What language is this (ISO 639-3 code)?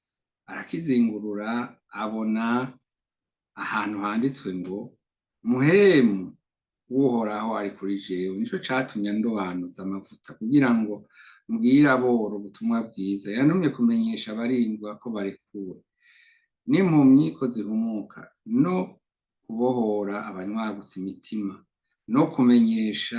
run